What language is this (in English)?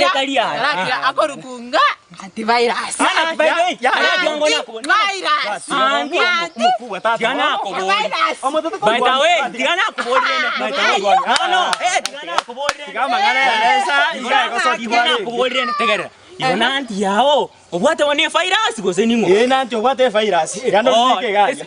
Gusii